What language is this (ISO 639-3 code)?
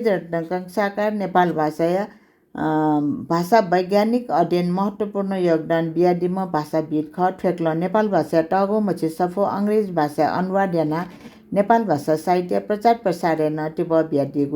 new